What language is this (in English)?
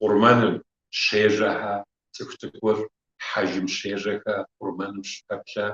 Kabardian